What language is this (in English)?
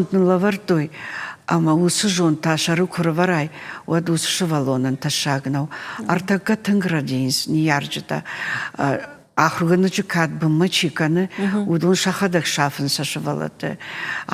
Ossetic